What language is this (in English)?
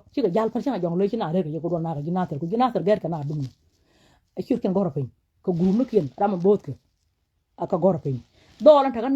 Nuer